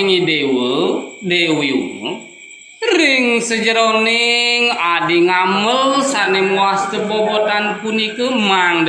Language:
Balinese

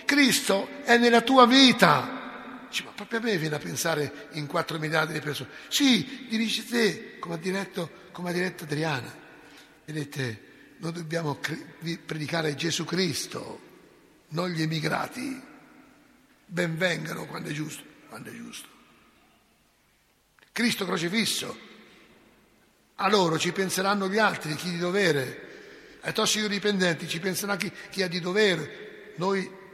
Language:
Italian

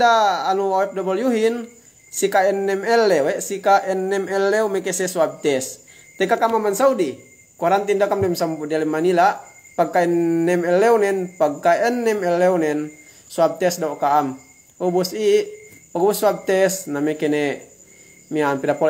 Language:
Yakan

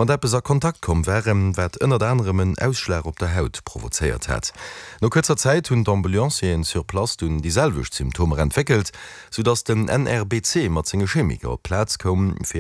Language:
Luxembourgish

